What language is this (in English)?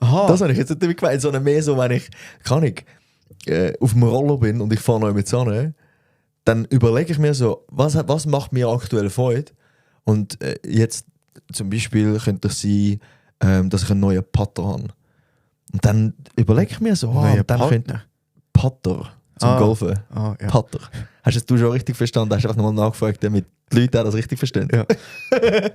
Swiss German